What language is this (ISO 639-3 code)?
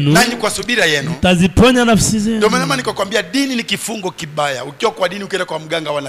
swa